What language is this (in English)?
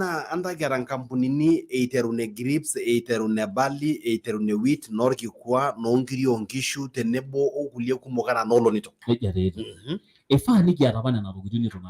Masai